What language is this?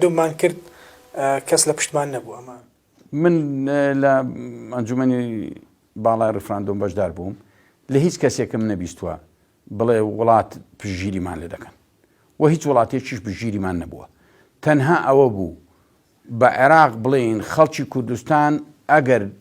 Central Kurdish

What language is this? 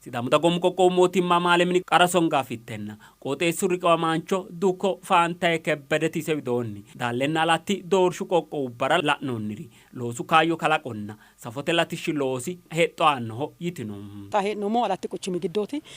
Sidamo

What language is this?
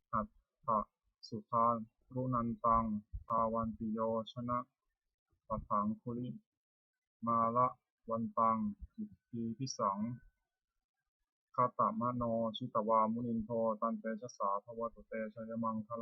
Pali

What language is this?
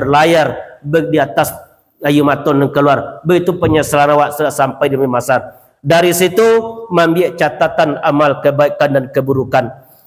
Minangkabau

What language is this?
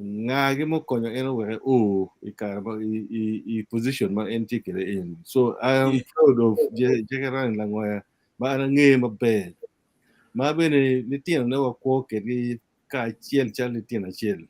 Acoli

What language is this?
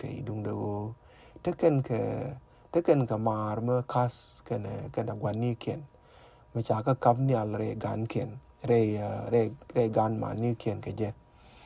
Nuer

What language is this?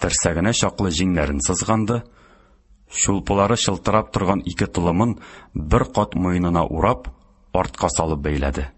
Tatar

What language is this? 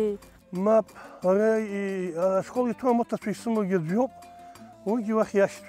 Abkhazian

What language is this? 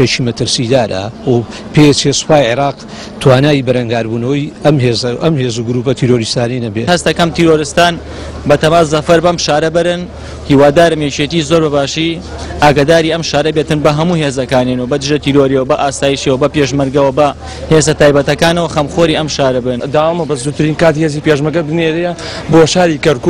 Central Kurdish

